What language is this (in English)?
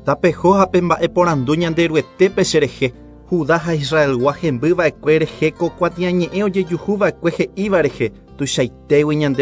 Guarani